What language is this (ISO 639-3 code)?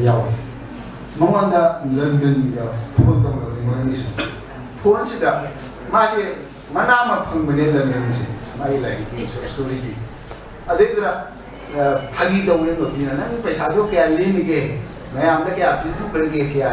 mni